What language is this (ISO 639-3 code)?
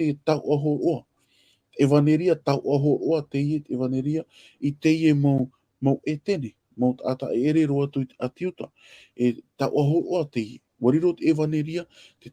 tah